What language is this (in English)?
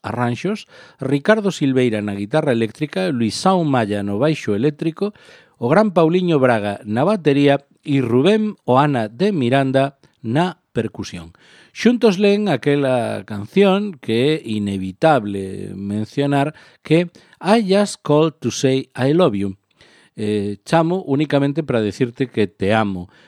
Galician